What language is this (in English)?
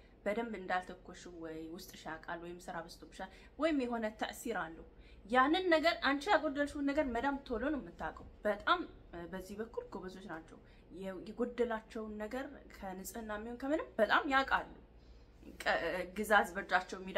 Amharic